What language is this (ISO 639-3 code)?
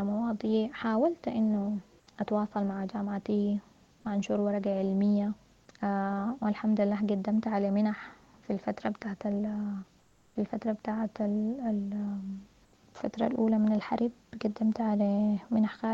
apd